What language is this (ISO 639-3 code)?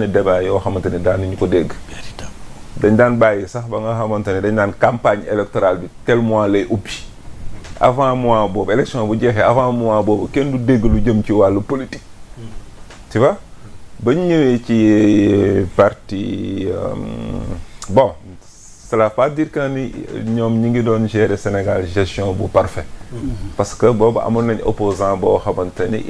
wol